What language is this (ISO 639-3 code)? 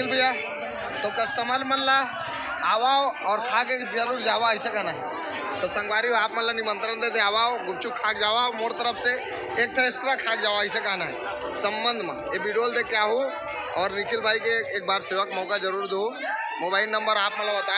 hne